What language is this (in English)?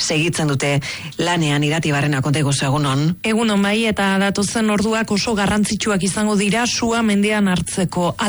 Basque